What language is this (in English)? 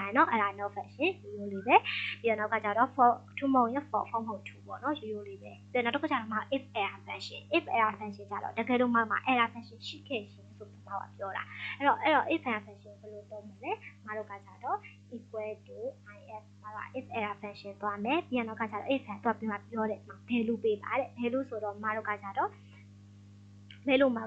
Burmese